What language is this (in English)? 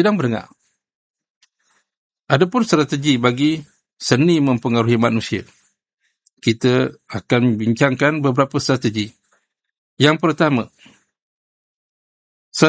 Malay